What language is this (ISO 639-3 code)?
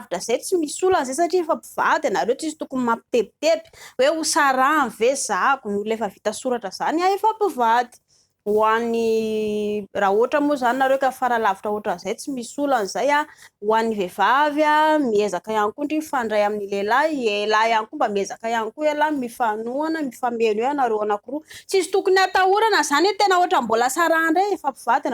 mlg